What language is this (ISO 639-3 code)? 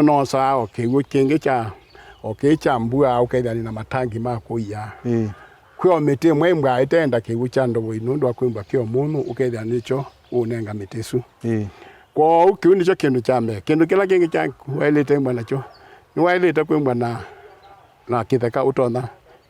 kam